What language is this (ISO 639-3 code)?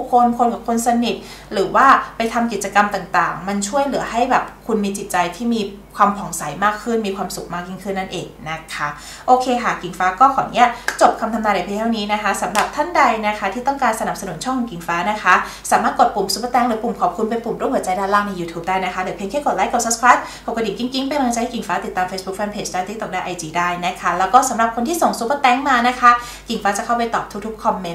tha